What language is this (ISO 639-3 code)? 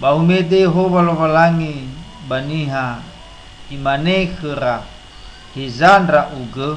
nia